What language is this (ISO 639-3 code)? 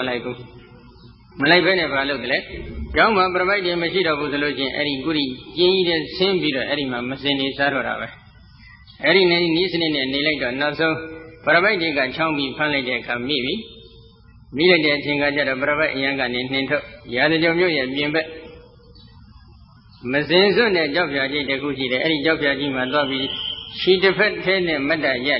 mya